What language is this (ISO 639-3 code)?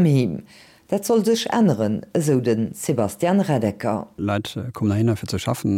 ltz